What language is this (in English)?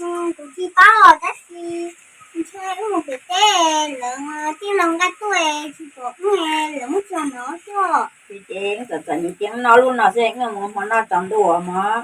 Hmong